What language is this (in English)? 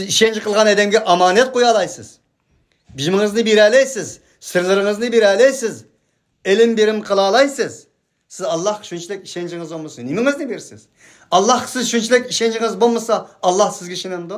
Uyghur